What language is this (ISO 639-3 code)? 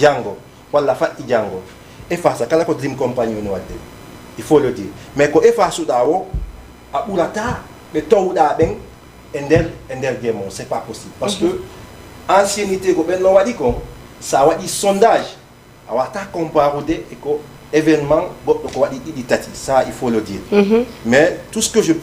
ful